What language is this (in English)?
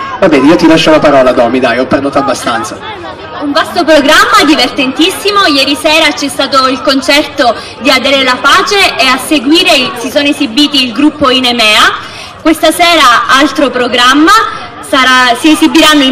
Italian